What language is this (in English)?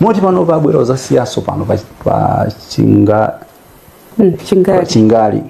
Nyanja